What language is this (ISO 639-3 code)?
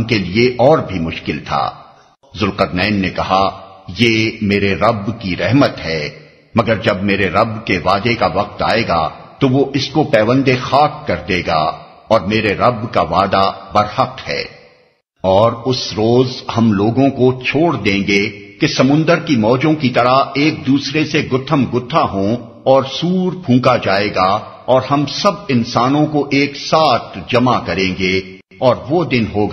urd